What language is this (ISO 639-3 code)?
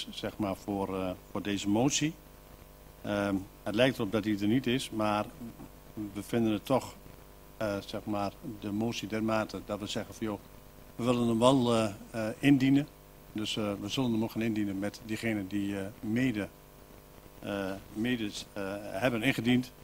nld